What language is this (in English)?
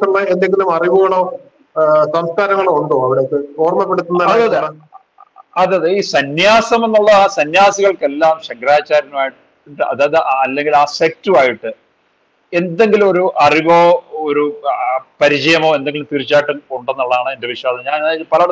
Malayalam